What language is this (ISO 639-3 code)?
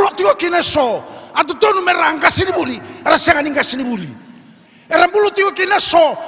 fij